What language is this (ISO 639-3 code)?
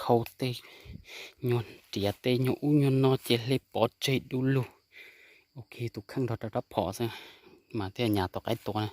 hmn